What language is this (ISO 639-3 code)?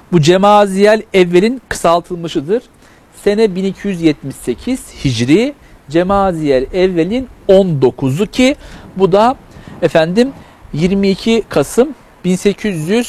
tur